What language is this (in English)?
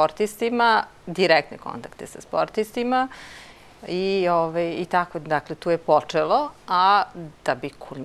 Serbian